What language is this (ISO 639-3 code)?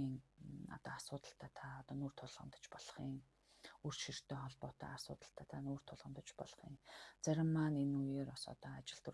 mon